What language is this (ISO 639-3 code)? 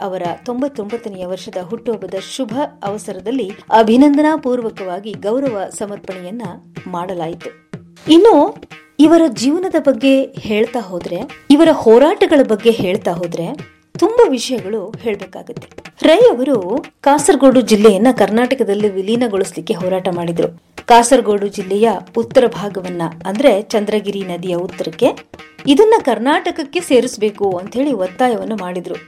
kan